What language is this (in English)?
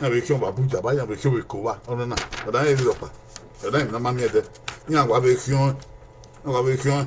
Bini